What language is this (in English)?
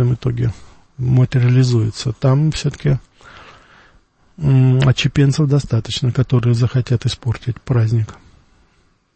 Russian